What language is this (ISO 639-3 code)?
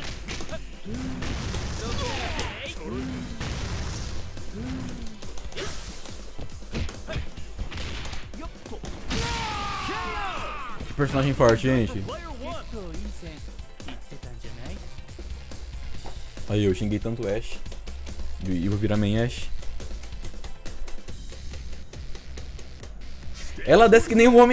por